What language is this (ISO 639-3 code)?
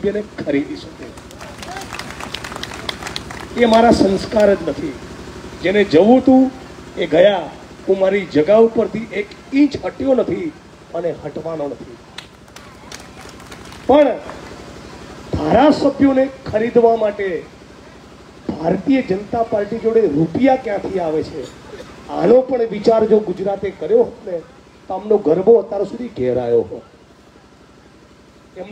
guj